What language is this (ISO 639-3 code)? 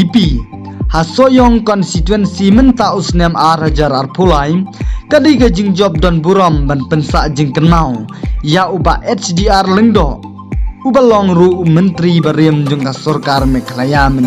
kha